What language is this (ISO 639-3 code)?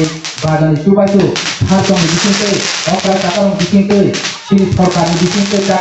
trp